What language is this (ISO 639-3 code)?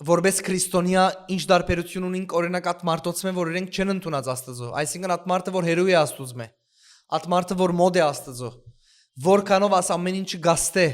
hyw